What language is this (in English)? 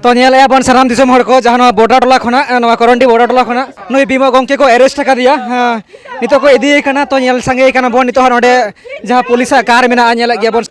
Santali